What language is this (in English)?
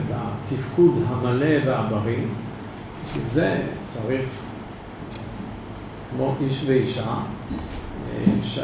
Hebrew